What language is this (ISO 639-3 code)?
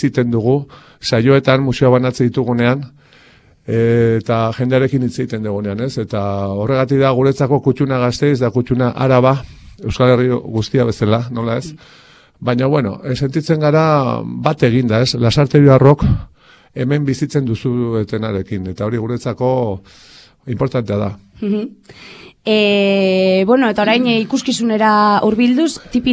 eus